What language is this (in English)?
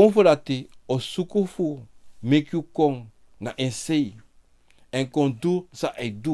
Sranan Tongo